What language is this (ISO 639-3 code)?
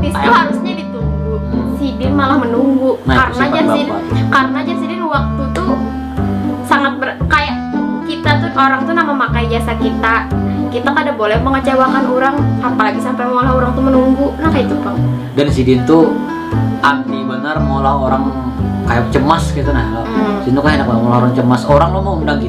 bjn